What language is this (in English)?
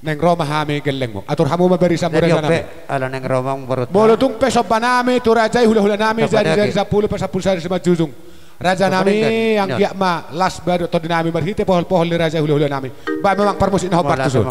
Batak Toba